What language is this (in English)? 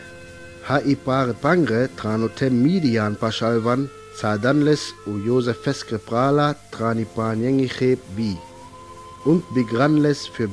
Sinte Romani